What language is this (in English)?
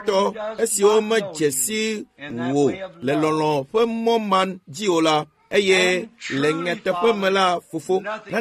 Ewe